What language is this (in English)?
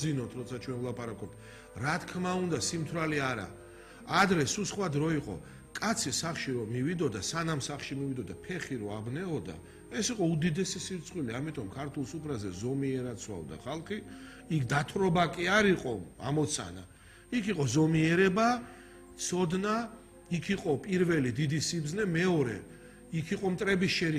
Georgian